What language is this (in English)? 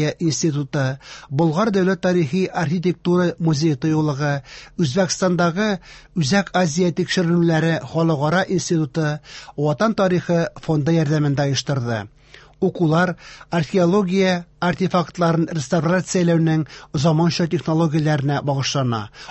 Tatar